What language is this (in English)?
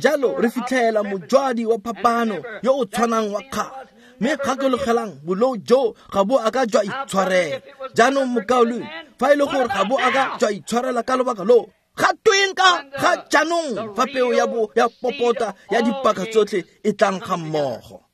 Tswana